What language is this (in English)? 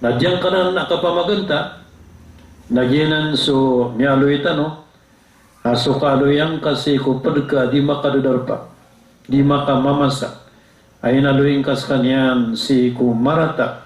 Maranao